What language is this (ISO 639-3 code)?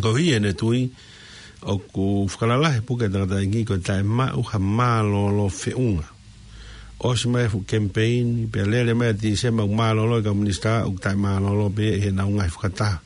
ton